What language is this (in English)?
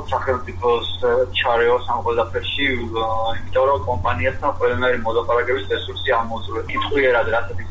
Georgian